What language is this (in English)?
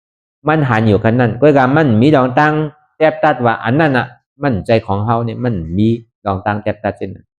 Shan